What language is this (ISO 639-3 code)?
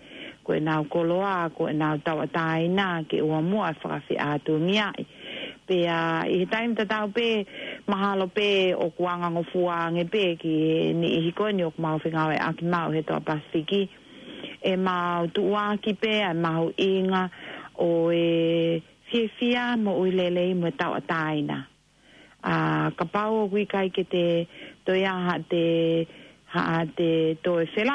ton